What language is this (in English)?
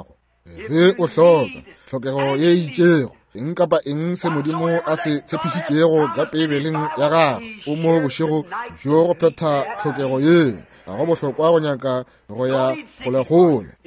Northern Sotho